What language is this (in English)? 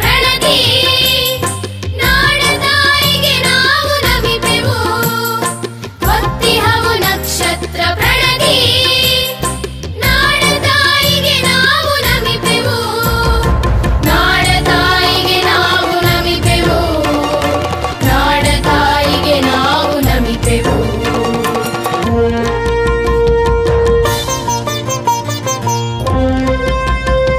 Kannada